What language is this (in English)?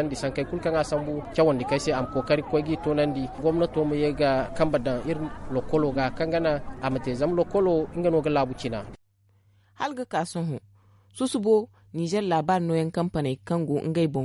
Zarma